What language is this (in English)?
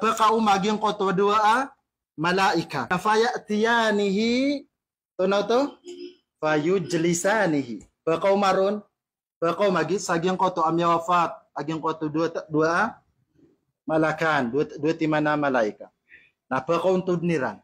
Maranao